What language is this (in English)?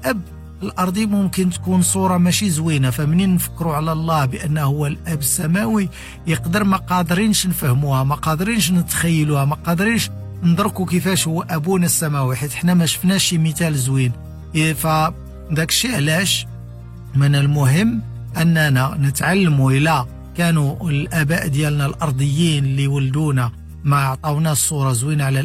Moroccan Arabic